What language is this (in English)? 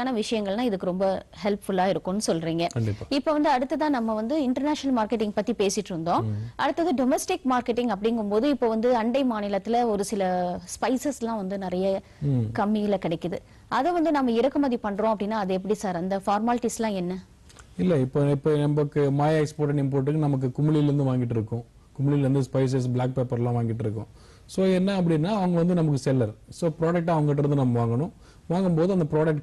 Tamil